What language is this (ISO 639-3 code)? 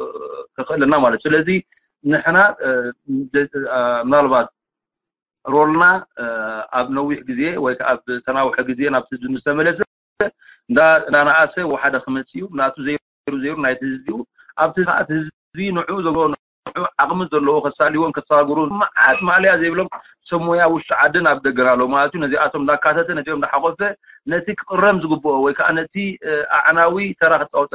tir